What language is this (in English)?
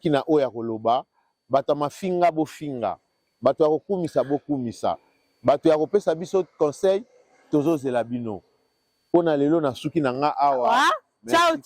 Lingala